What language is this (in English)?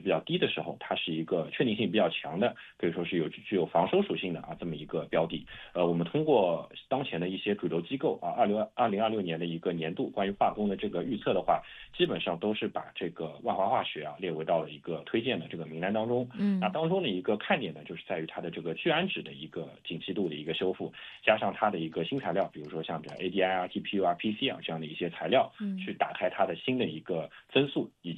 Chinese